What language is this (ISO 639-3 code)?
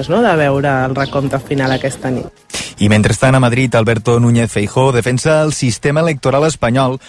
cat